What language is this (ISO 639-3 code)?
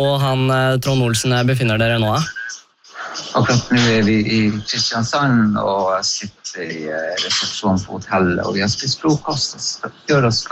nor